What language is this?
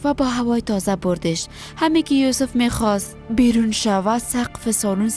Persian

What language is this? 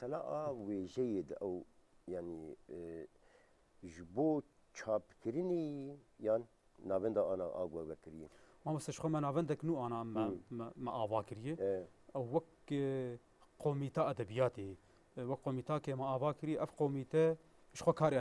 Kurdish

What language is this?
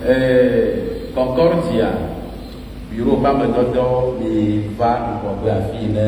Ewe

